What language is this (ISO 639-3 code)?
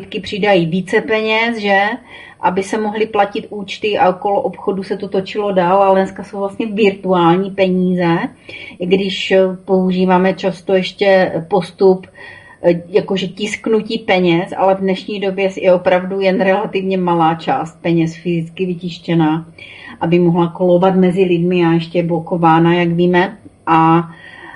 ces